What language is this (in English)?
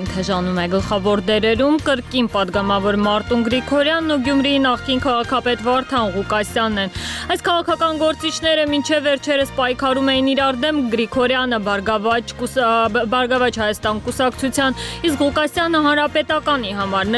Armenian